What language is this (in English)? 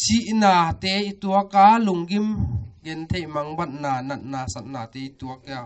Paite Chin